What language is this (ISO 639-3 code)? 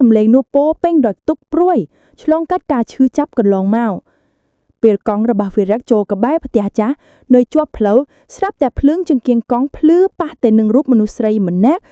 khm